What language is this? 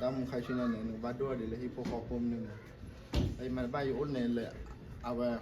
S'gaw Karen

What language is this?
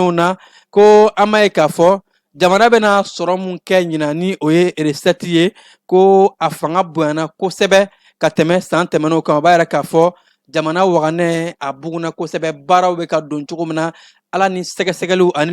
Bambara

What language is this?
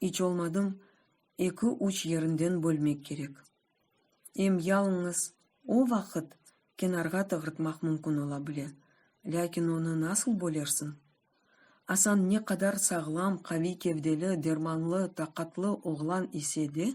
Crimean Tatar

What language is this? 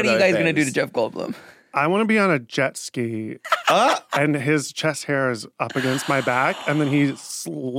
English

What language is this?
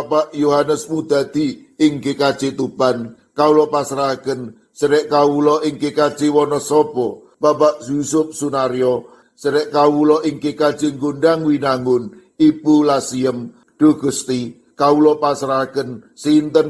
Javanese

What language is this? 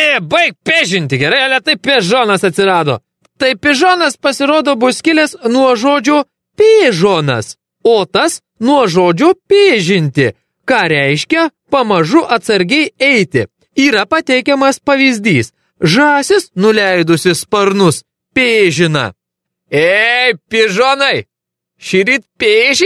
Lithuanian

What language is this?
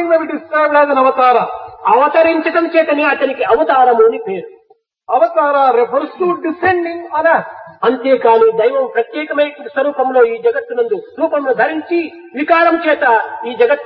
Telugu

